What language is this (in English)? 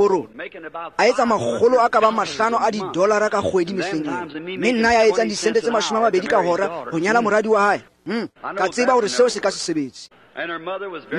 Tswana